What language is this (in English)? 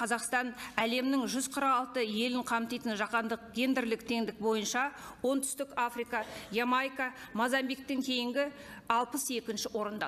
Kazakh